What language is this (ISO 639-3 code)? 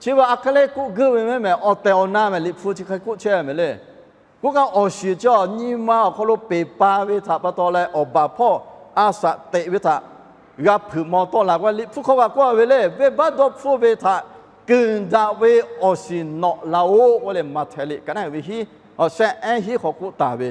lhu